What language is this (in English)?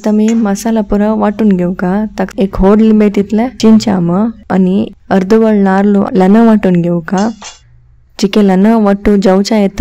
Konkani